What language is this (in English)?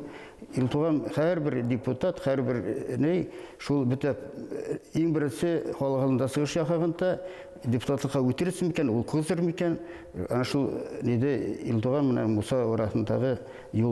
Bashkir